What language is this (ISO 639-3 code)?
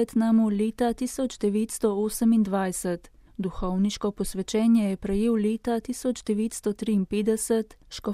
slv